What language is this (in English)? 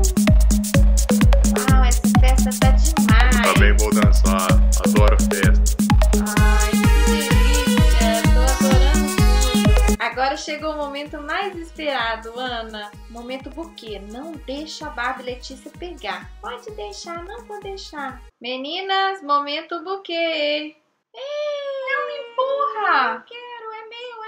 Portuguese